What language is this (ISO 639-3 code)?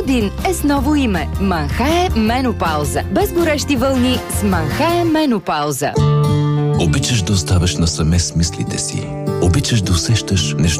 bul